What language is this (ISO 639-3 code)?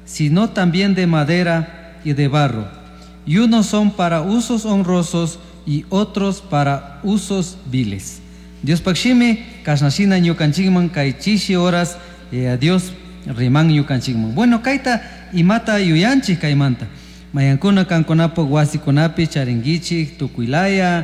qug